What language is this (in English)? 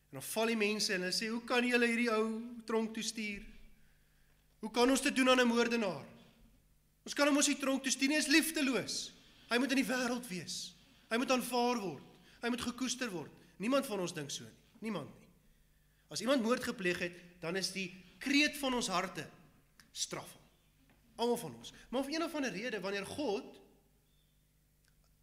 Afrikaans